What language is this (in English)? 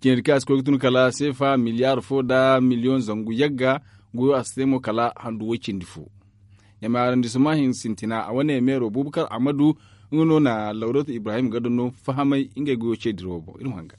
Zarma